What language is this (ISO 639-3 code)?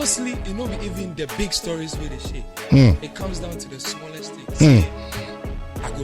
pcm